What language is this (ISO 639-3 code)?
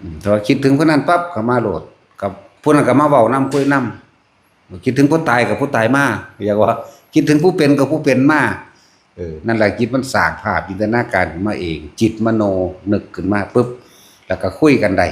tts